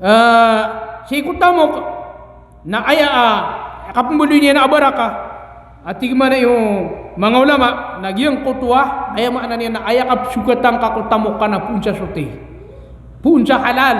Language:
Maranao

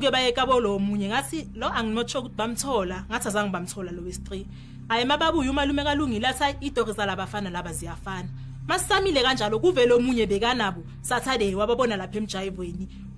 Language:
Zulu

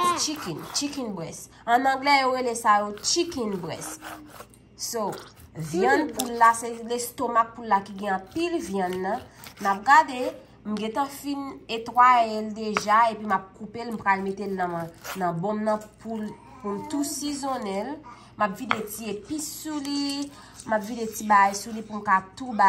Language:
Haitian Creole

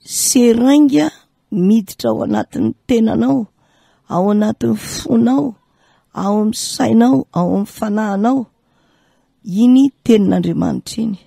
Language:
Malagasy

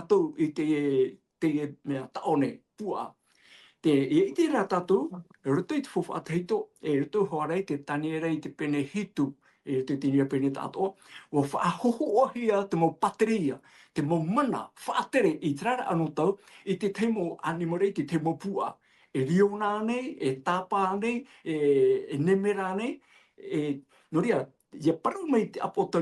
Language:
Tahitian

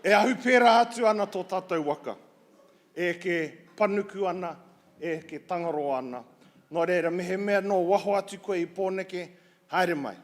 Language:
Māori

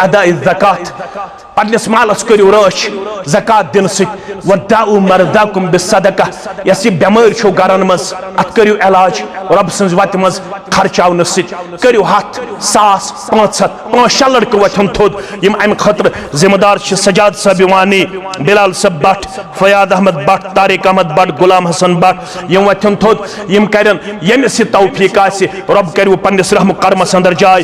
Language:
Kashmiri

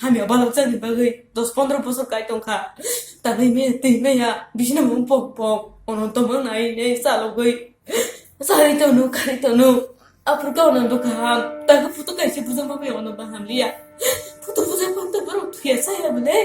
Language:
Kok Borok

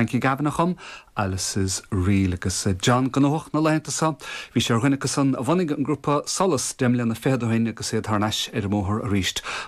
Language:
Irish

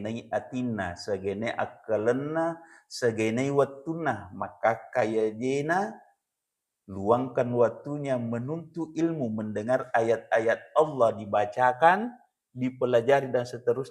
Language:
Buginese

